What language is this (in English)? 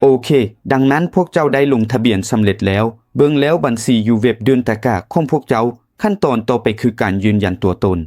Lao